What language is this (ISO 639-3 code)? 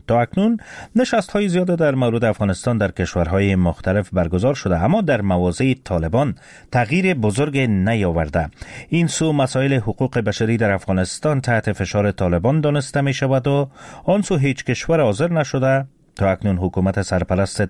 fas